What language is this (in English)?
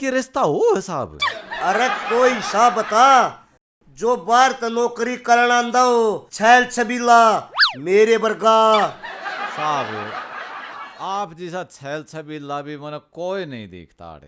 Haryanvi